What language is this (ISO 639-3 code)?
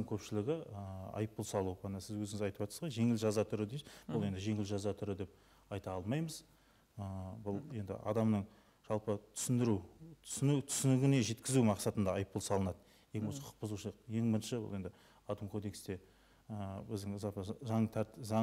kaz